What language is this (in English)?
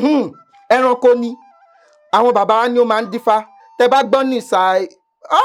Yoruba